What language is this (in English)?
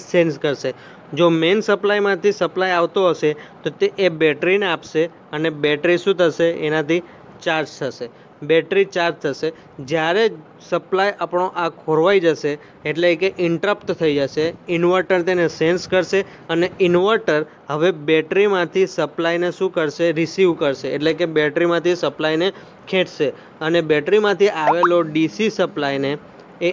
Gujarati